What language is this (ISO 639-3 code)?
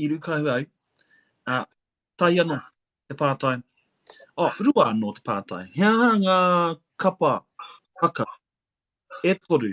mri